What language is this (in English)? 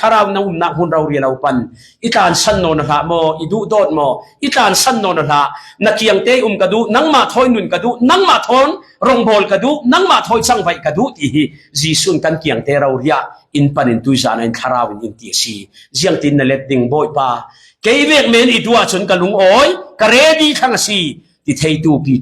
Falam Chin